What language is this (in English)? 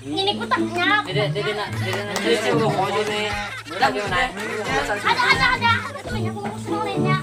Banjar